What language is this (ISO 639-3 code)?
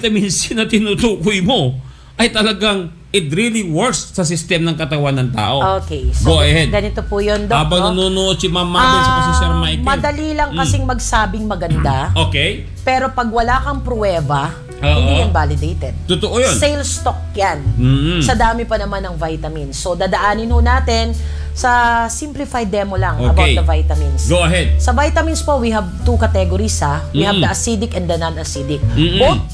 fil